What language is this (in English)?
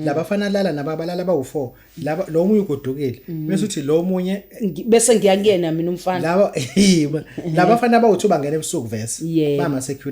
Zulu